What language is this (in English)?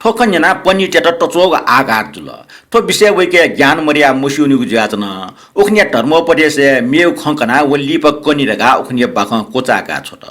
Newari